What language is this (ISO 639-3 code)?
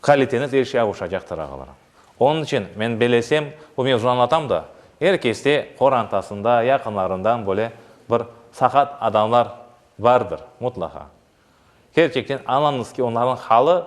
crh